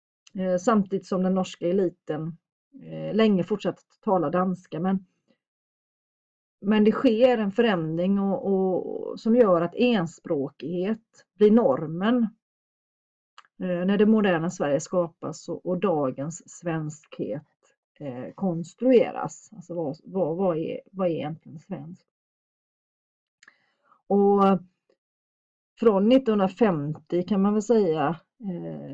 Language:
Swedish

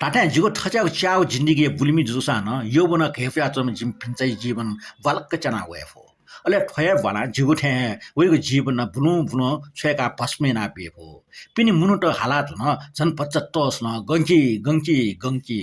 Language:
Newari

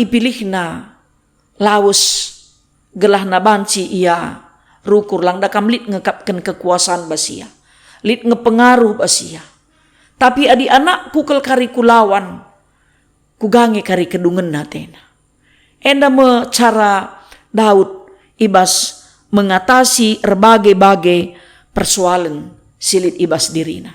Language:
Batak Karo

